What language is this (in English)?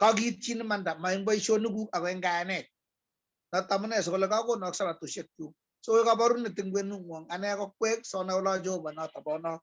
Kalenjin